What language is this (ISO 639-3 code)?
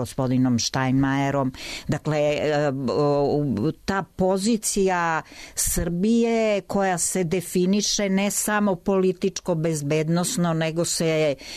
srp